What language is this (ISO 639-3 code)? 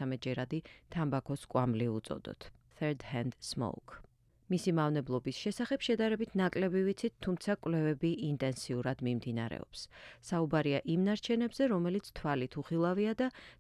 kat